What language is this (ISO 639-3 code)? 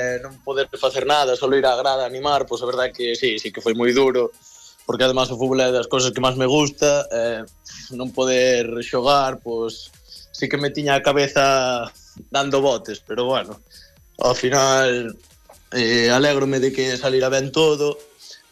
glg